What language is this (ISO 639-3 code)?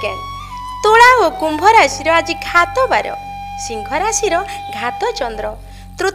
ori